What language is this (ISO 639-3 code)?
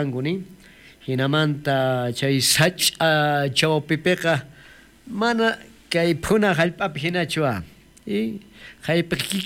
quh